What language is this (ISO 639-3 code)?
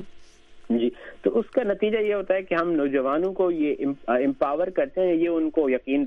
urd